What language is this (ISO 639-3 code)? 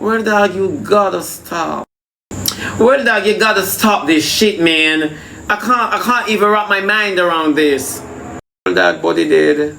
jam